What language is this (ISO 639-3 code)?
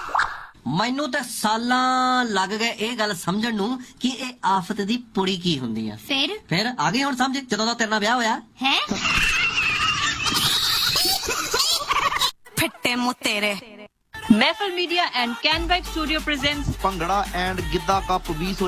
pan